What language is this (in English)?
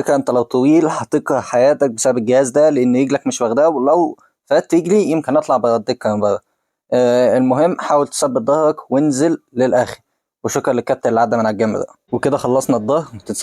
Egyptian Arabic